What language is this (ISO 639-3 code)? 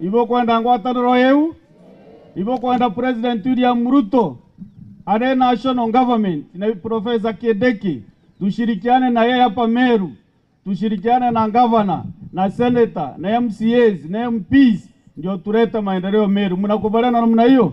mer